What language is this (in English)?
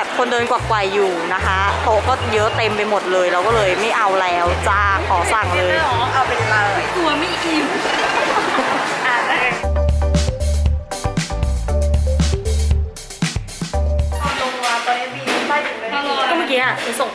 Thai